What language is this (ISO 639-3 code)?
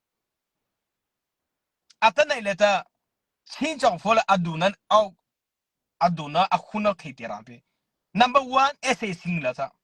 mrh